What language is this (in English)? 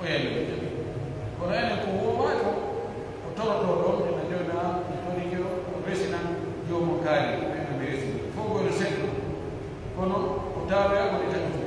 Fula